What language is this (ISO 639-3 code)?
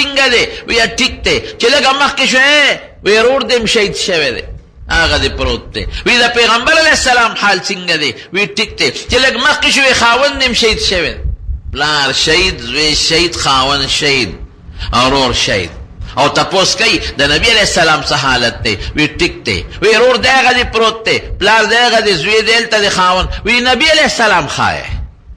pus